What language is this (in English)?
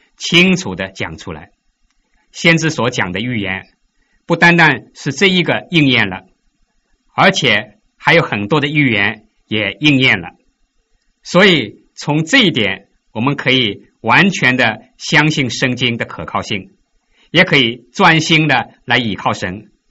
Chinese